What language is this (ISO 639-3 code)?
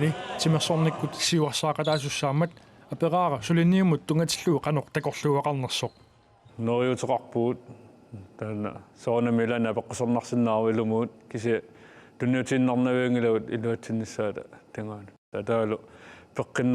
kal